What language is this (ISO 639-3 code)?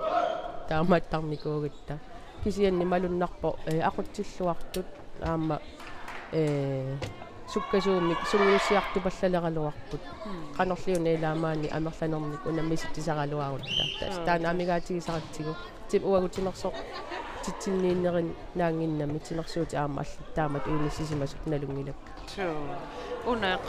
kal